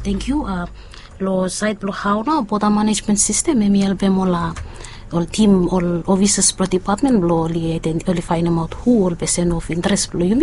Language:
Bislama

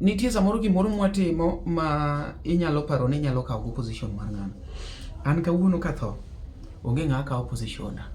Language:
Luo (Kenya and Tanzania)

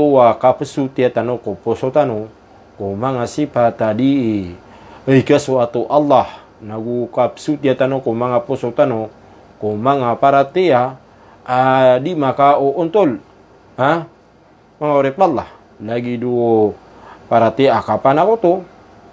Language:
Maranao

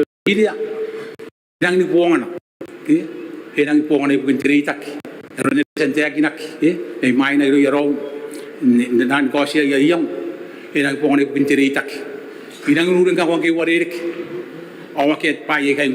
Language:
Gilbertese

